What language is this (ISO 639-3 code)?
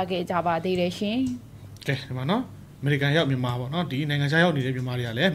mya